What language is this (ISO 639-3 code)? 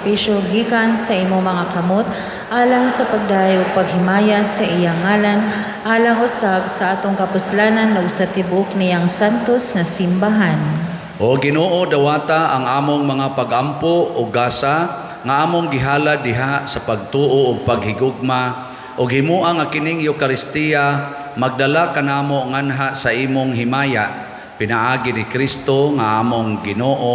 ceb